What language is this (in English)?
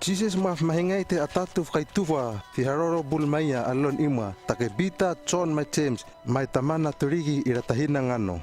Hano